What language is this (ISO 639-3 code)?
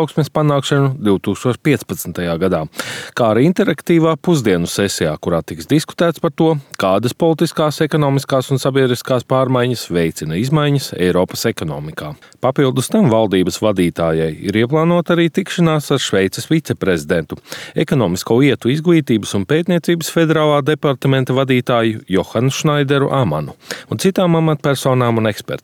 lav